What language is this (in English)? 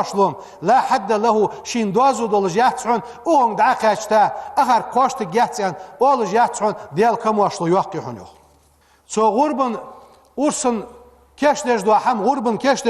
Ingush